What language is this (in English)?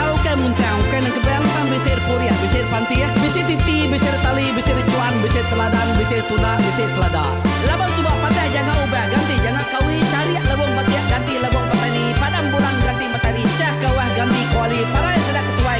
Iban